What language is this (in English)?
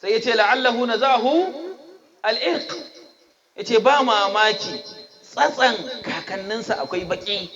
Hausa